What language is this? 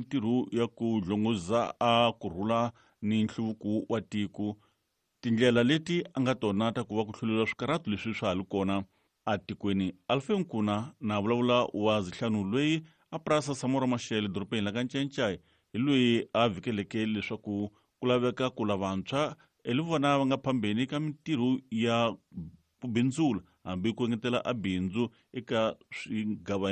Tsonga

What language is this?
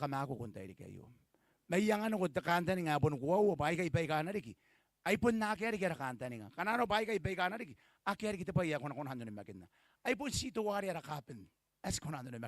Gilbertese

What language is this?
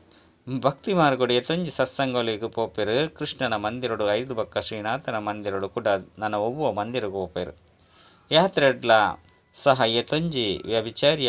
Tulu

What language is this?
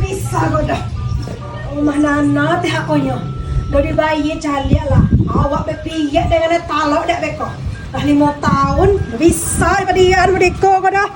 Minangkabau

